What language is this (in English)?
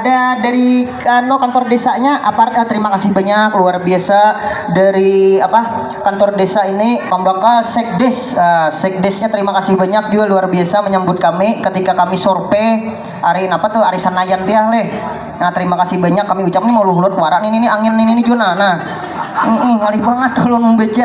Banjar